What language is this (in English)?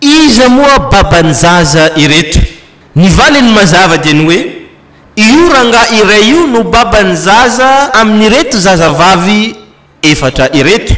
Malagasy